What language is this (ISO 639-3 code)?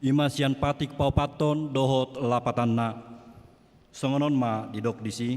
bbc